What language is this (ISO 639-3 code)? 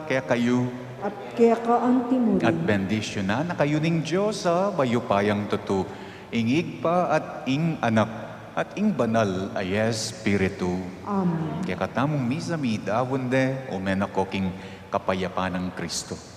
pam